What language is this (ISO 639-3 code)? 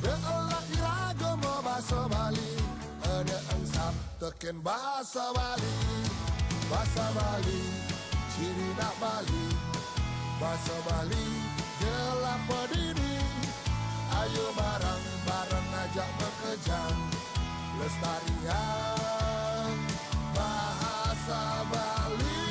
ban